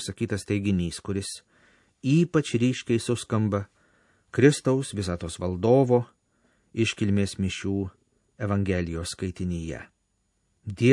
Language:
Lithuanian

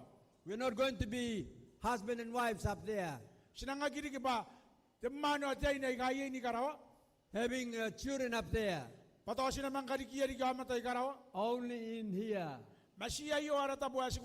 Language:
Gilbertese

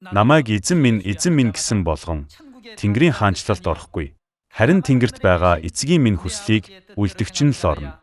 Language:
Mongolian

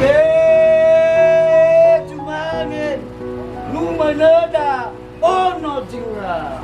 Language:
Nias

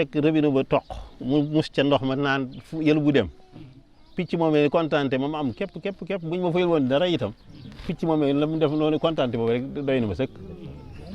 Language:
Wolof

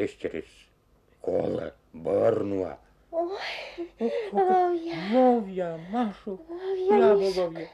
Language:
Komi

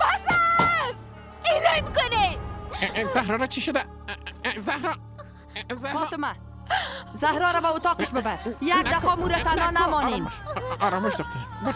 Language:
Persian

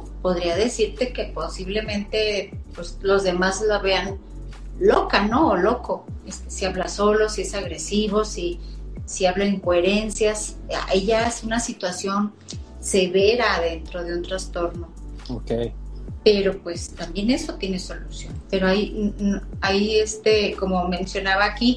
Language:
Spanish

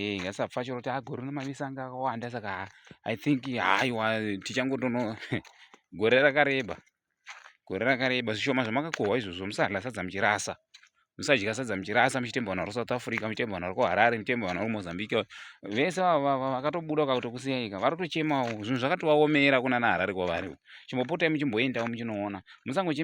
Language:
Shona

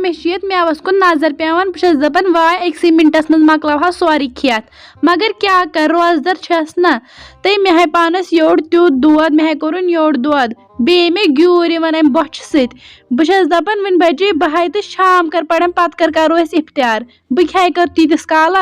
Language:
Kashmiri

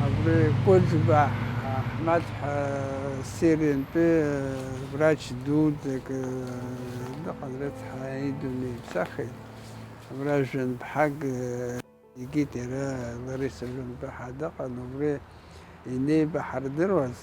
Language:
Abkhazian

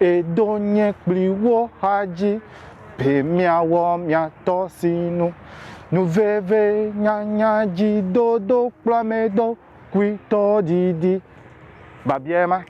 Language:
Ewe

